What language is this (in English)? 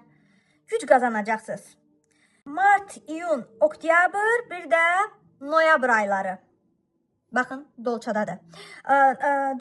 Azerbaijani